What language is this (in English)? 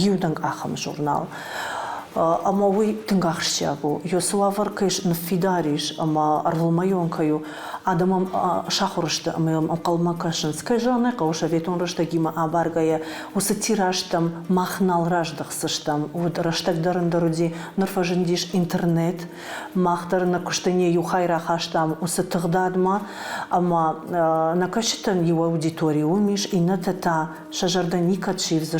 Ossetic